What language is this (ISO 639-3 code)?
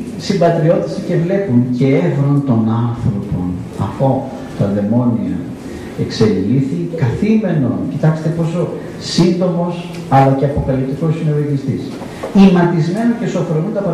ell